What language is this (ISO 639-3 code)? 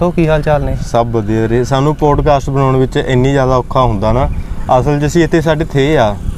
pan